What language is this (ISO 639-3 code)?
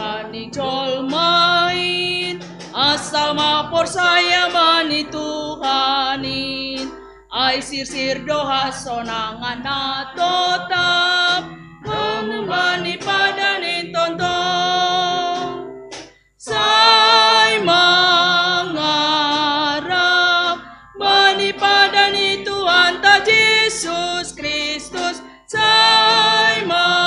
bts